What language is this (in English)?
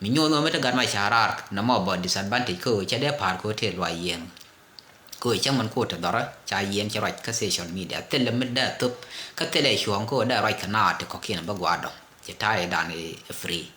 Nuer